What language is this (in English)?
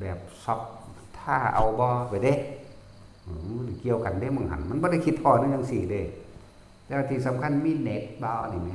Northeastern Thai